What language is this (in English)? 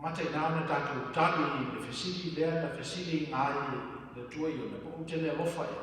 Samoan